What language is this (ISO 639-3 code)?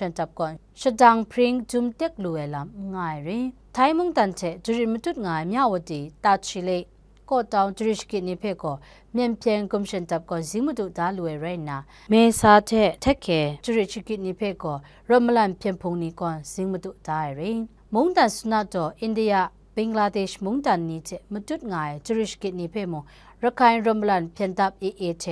kac